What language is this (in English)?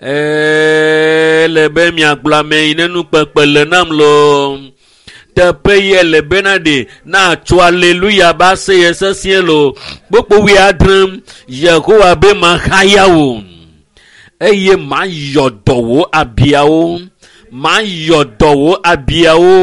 Ewe